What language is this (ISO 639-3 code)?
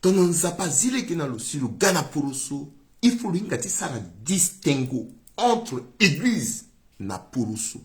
sag